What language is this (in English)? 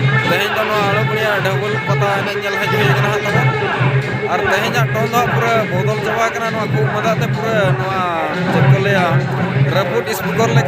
Santali